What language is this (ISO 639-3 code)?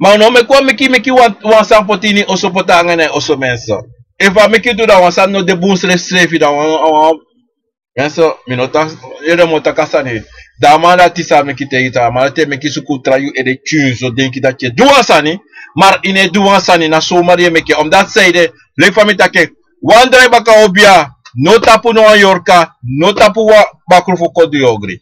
srn